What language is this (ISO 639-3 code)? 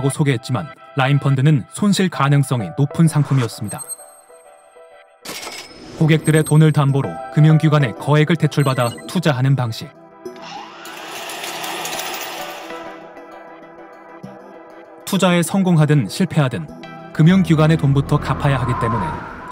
kor